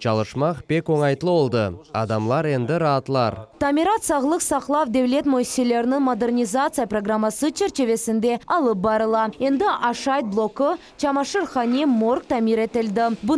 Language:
Crimean Tatar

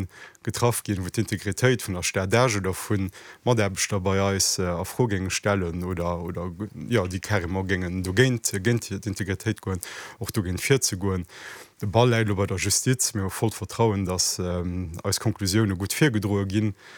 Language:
Luxembourgish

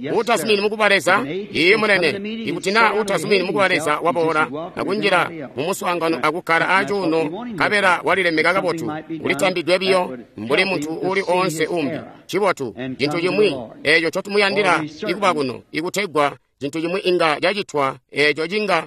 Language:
Tonga (Zambia)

